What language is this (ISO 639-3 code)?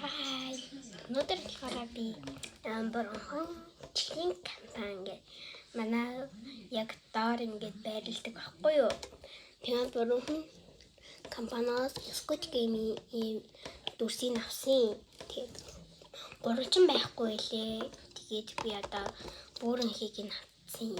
mon